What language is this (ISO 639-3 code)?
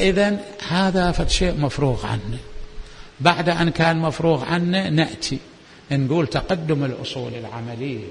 acm